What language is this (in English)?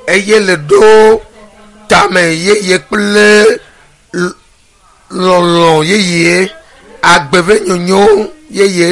Ewe